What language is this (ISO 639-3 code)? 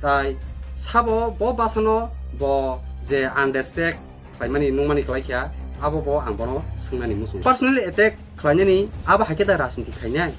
trp